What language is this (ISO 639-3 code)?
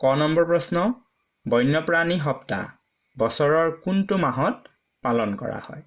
asm